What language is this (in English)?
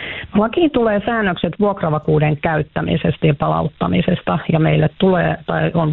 Finnish